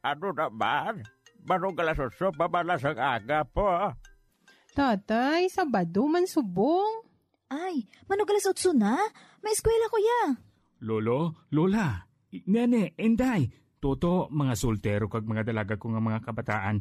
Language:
Hiligaynon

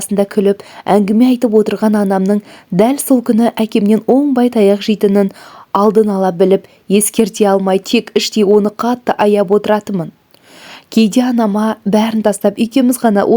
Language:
Kazakh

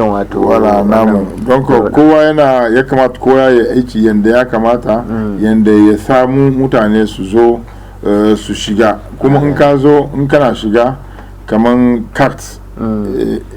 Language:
Hausa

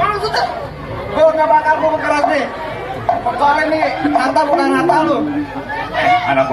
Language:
Betawi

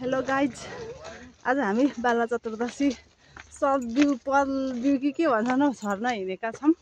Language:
Nepali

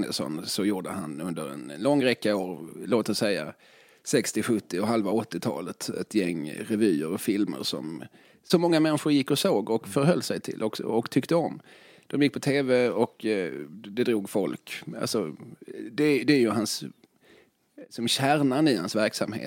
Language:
Swedish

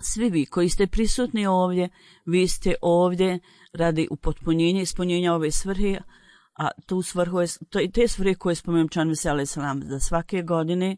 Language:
Bosnian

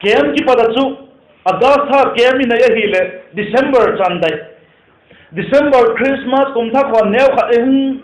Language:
Vaiphei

